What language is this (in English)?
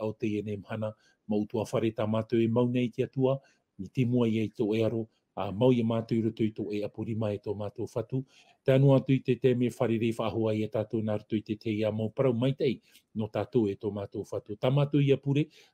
Tahitian